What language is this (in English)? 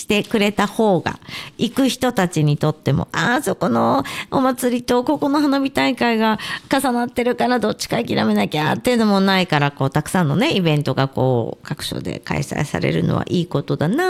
Japanese